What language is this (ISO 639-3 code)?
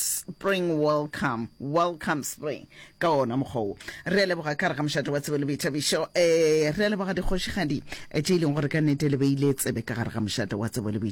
nso